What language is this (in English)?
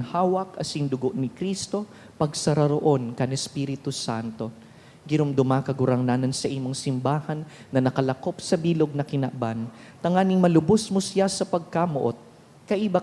Bikol